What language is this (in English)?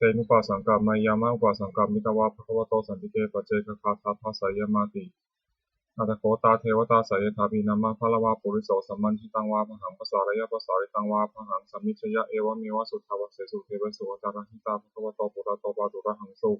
Pali